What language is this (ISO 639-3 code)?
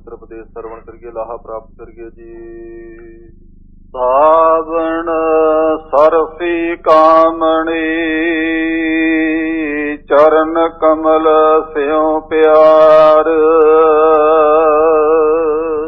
pan